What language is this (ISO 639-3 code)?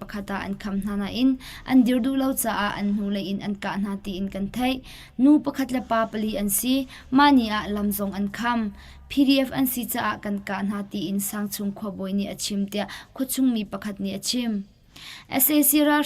cnh